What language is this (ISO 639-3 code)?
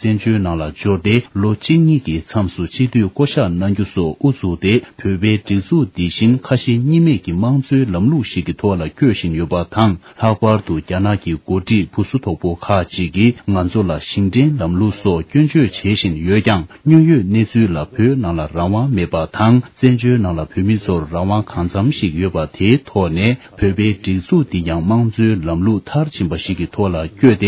bod